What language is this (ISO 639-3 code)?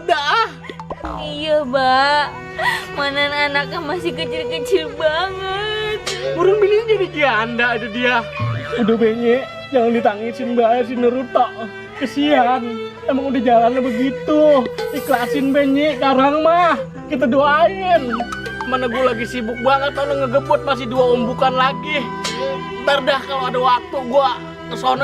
bew